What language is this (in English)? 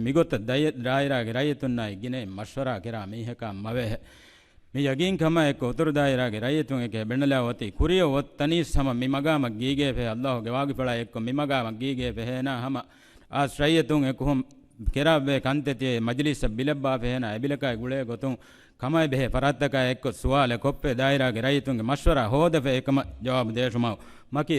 Divehi